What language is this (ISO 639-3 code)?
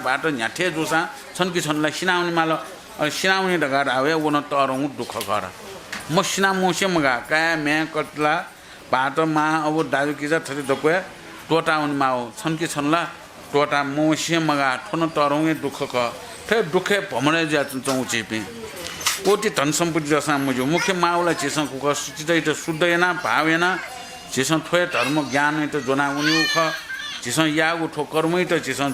new